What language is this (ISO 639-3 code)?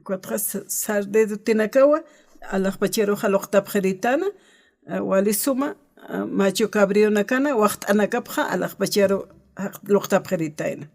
aym